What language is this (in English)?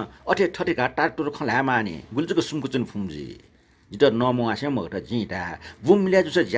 Newari